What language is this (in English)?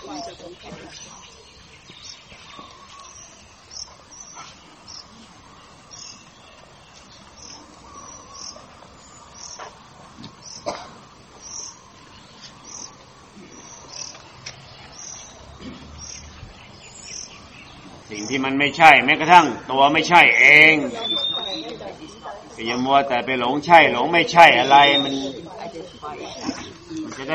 Thai